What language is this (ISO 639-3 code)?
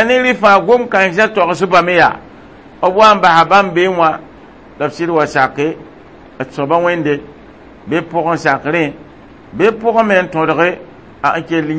mos